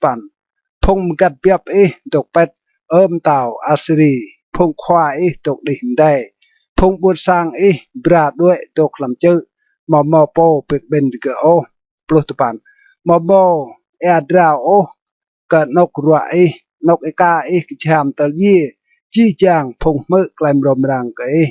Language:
Rade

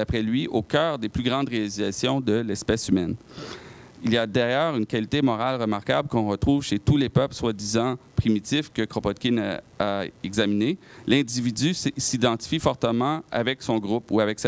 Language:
French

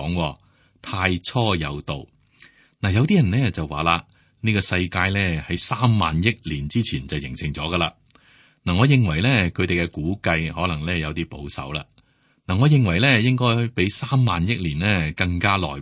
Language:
Cantonese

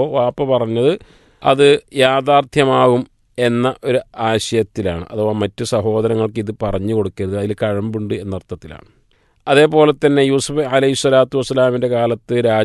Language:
Malayalam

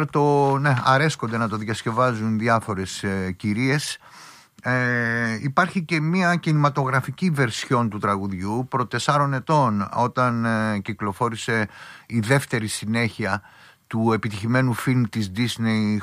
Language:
Greek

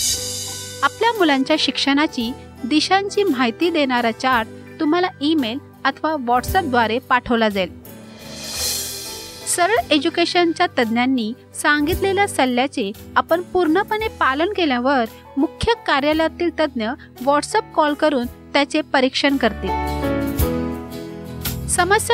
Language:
Marathi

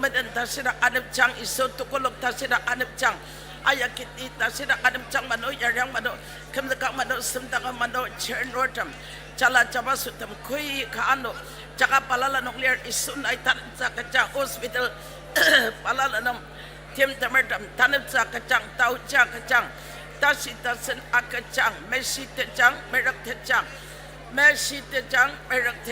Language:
Ao Naga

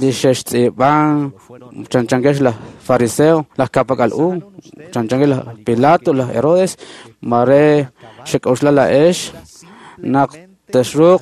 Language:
Kekchí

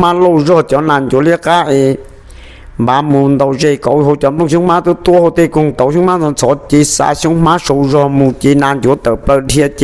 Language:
Hmong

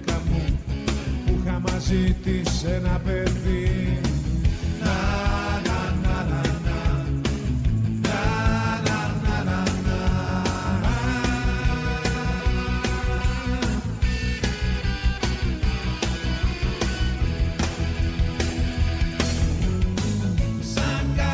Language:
Greek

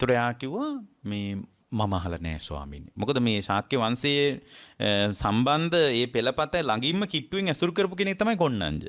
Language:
Sinhala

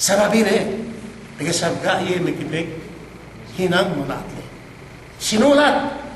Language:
Yakan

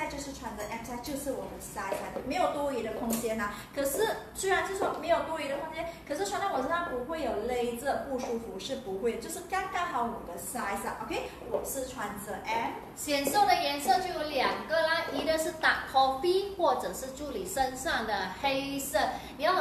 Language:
Chinese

